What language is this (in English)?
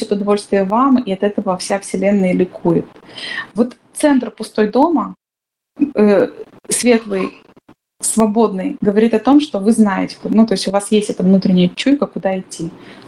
Russian